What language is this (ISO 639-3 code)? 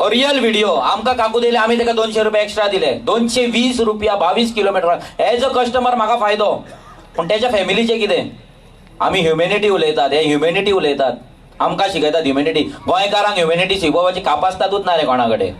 kok